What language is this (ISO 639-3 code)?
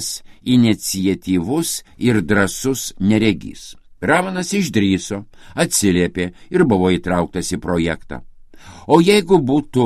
lit